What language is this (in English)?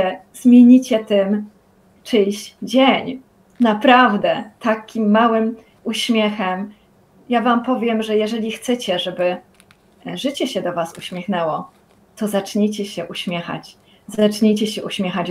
Polish